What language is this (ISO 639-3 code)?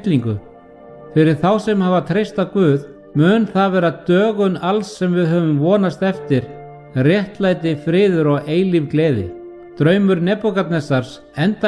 isl